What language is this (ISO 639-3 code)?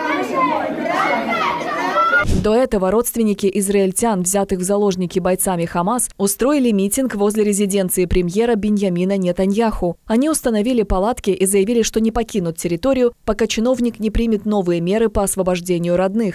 rus